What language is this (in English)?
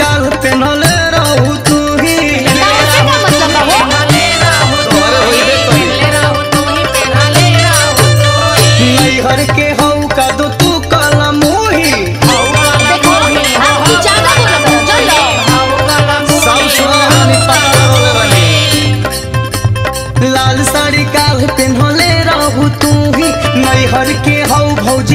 Bhojpuri